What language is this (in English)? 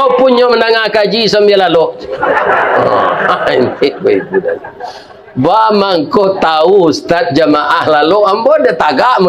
Minangkabau